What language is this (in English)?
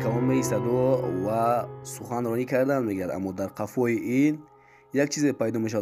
Tajik